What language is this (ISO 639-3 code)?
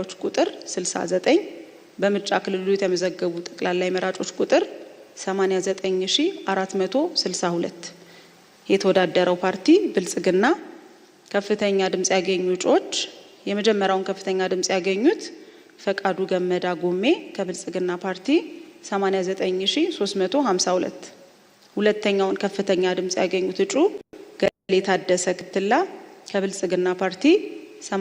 amh